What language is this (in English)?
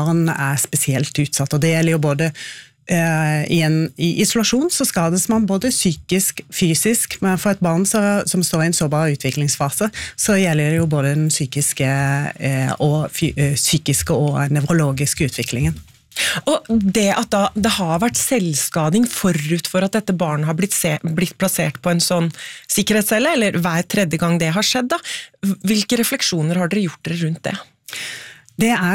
Norwegian